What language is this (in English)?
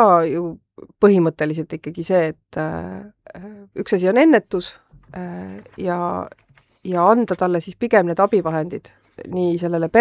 Estonian